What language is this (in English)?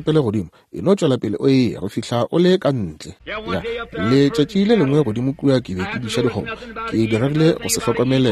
Northern Sotho